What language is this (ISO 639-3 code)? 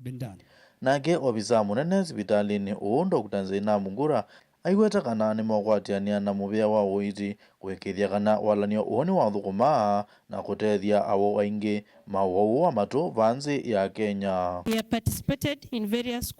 kam